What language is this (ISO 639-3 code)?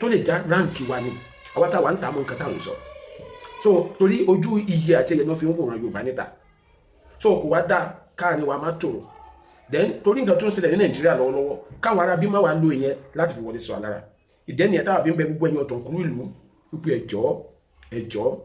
yor